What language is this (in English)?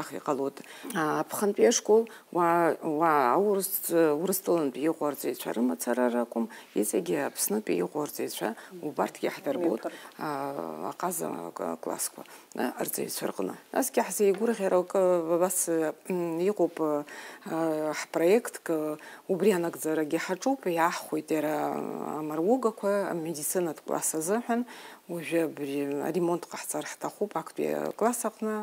Abkhazian